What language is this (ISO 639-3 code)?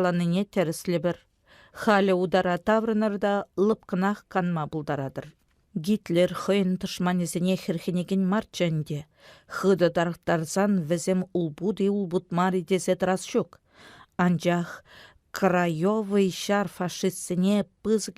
chv